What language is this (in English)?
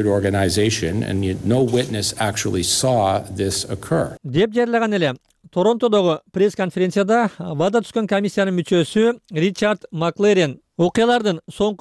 Kyrgyz